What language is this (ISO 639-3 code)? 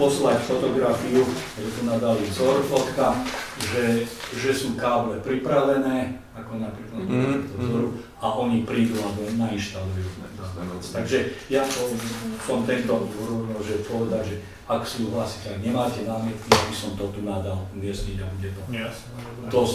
slk